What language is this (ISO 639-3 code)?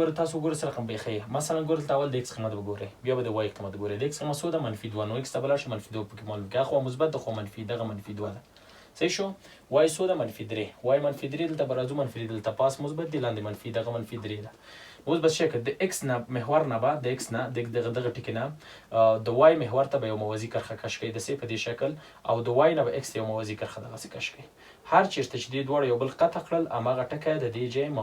pus